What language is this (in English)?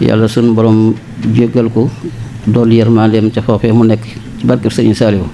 Wolof